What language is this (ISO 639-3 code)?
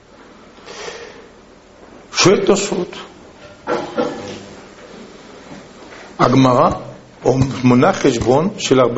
heb